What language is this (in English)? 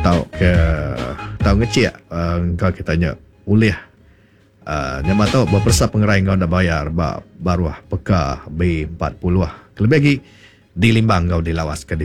Iban